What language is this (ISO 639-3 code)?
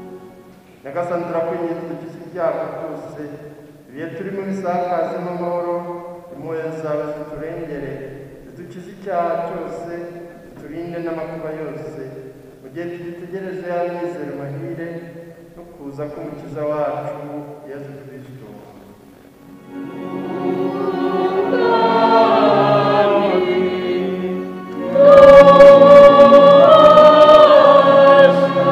kin